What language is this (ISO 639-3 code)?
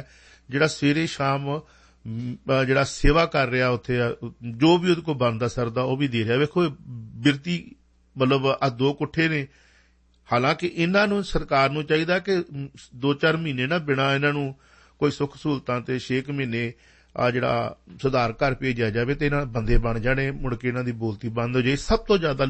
pan